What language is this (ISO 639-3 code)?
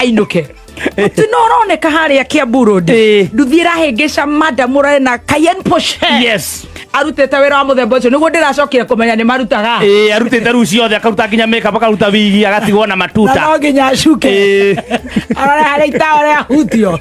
kik